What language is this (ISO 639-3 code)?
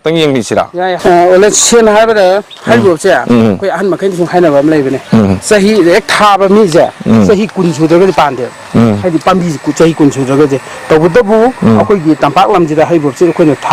mni